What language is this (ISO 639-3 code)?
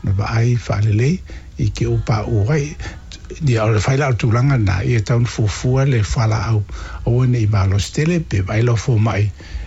smo